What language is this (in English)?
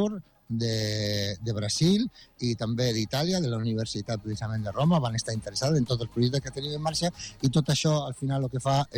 Catalan